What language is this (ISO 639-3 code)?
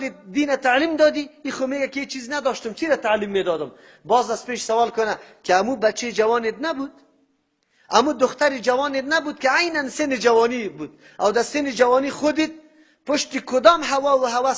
fas